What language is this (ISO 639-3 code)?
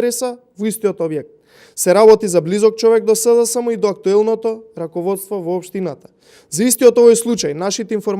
mkd